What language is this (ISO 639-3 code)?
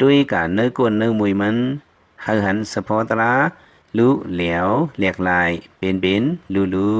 lao